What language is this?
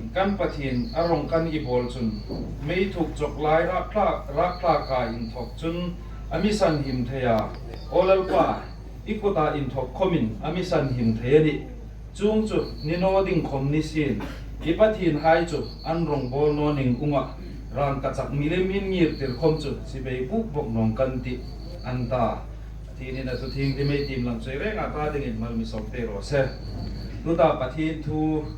Hmar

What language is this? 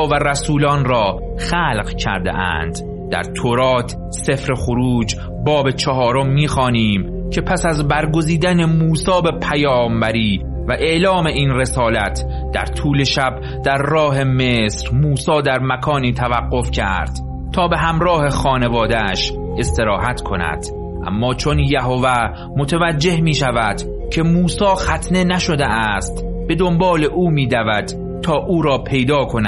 Persian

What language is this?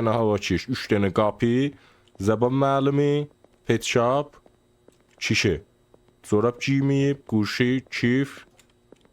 South Azerbaijani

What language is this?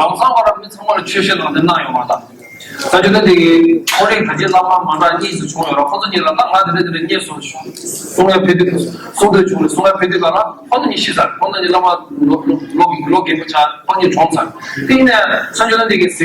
Tibetan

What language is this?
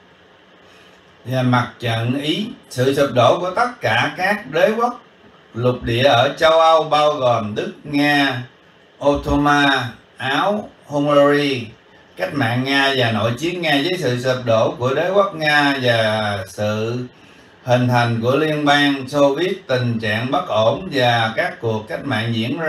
Vietnamese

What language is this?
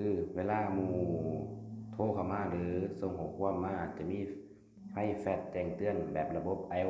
Lao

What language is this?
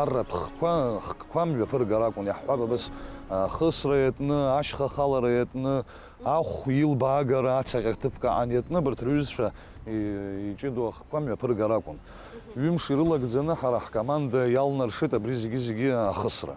Abkhazian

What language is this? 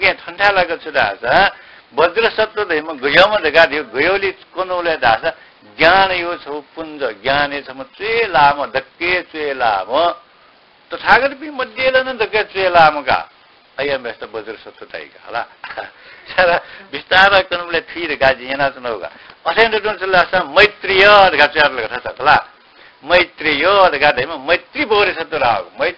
Newari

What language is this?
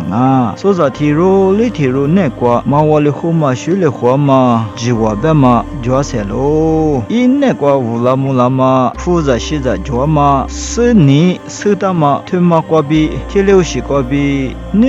Lisu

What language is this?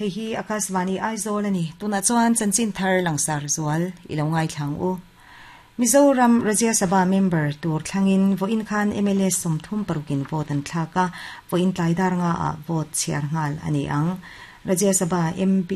Mizo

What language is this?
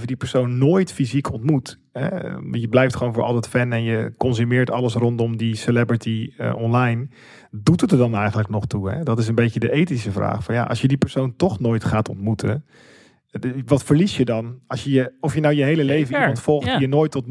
Dutch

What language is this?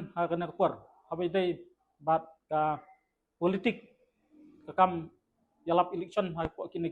Khasi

